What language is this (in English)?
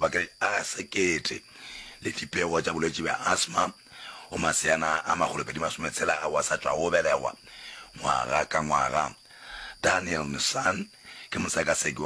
Northern Sotho